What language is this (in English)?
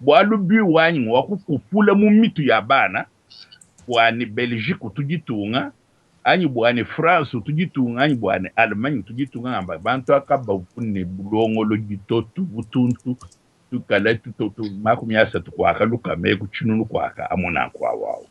Luba-Lulua